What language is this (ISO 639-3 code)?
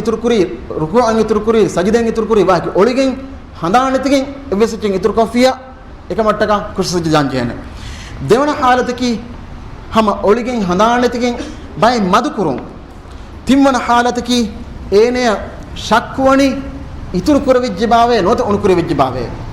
div